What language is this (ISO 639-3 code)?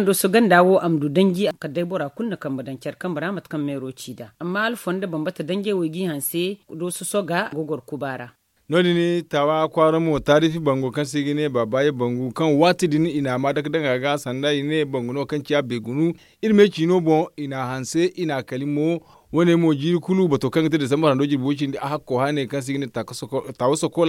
dje